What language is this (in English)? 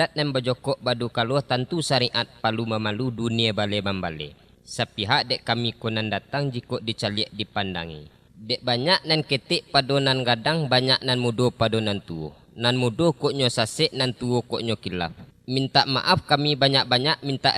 Minangkabau